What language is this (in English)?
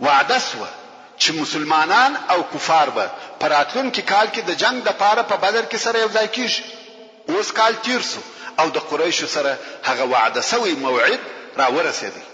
Pashto